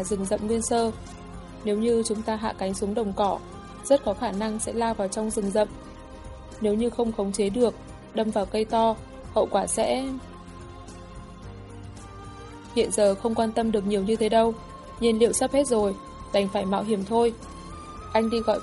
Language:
Vietnamese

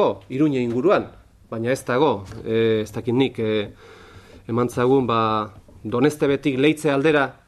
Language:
Basque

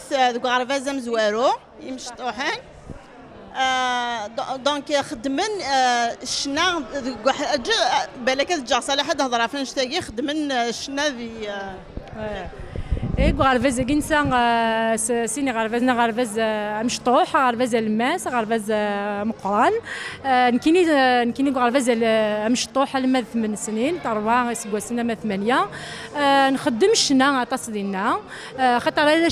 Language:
Kabyle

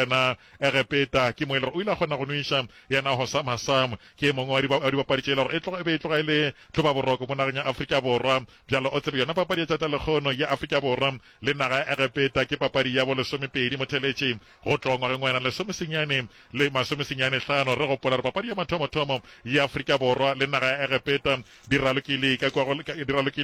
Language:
Northern Sotho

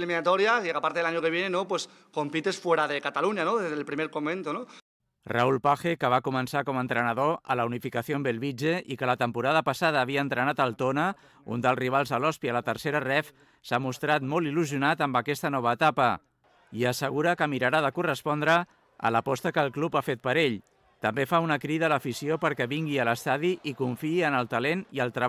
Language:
Catalan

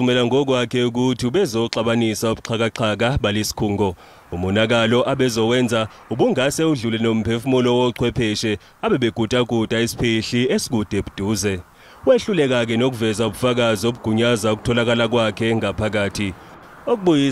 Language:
Zulu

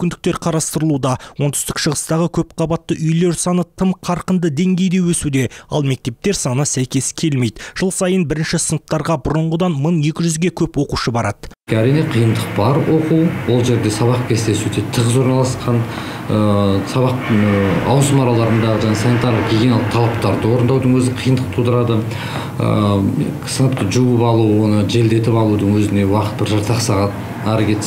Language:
Kazakh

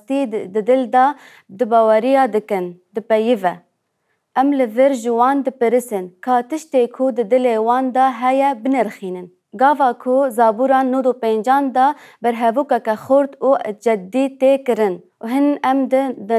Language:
Kurdish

